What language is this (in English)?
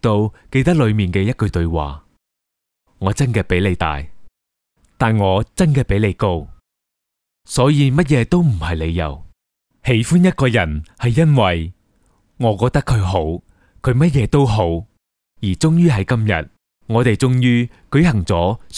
Cantonese